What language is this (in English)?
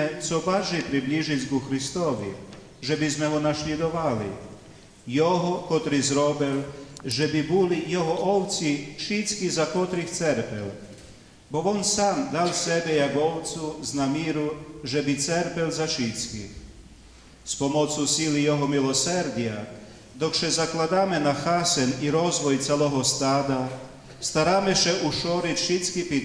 Rusyn